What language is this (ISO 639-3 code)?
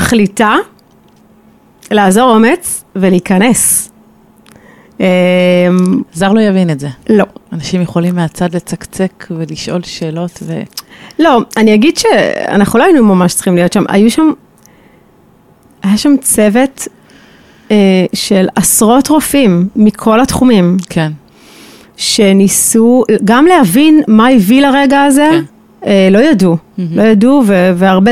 heb